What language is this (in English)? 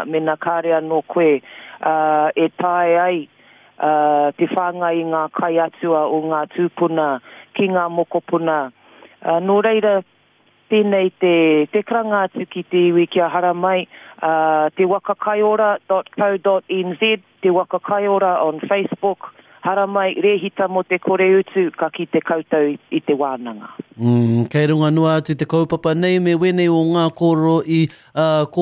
Māori